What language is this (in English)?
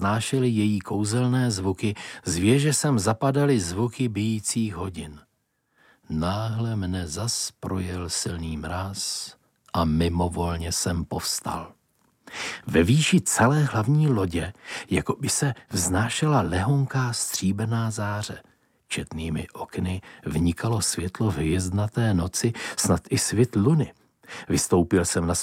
Czech